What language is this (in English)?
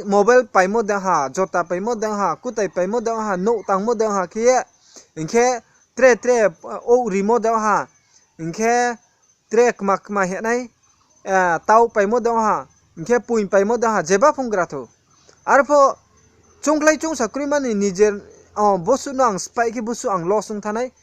Riang (India)